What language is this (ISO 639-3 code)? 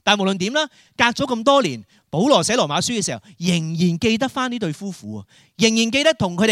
yue